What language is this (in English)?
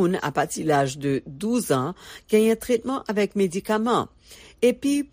Haitian Creole